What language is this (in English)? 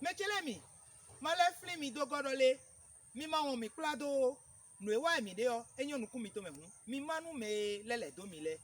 Fon